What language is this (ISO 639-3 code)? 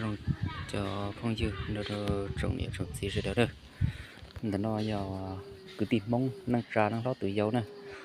hmn